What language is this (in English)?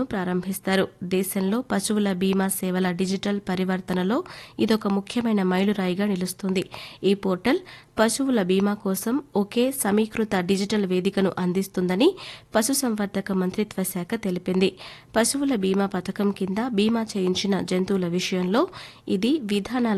Telugu